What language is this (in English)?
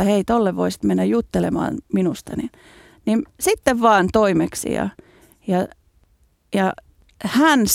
Finnish